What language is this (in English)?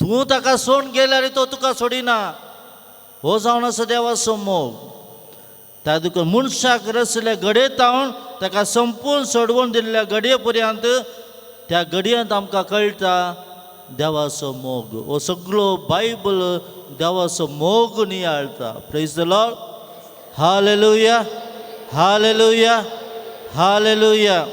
Konkani